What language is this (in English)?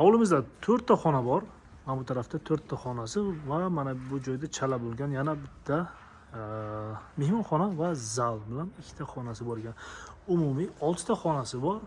Uzbek